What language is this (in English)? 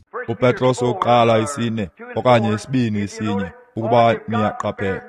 Xhosa